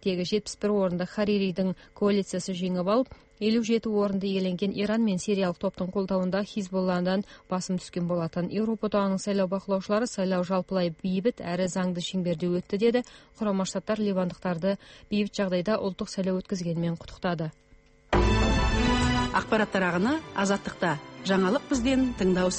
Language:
Kazakh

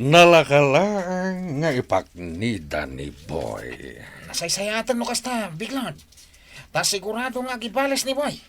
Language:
Iloko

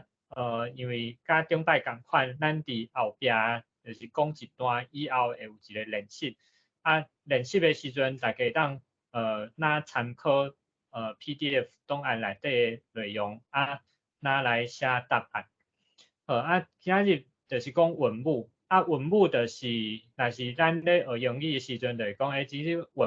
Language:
Min Nan Chinese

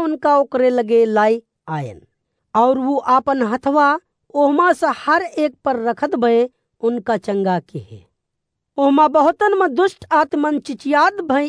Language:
Awadhi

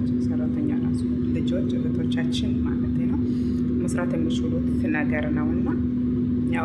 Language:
Amharic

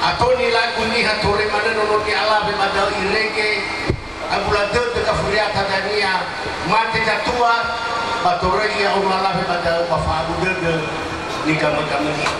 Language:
Nias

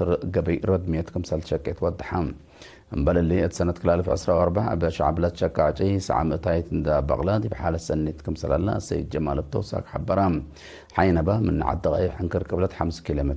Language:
Tigre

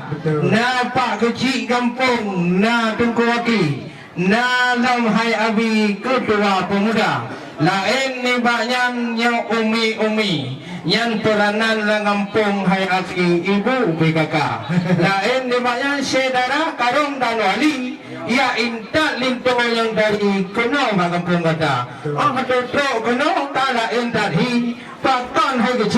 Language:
Achinese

